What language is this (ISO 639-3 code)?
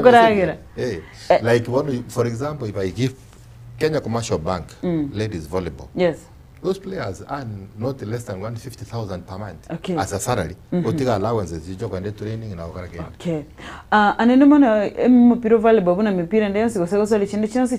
guz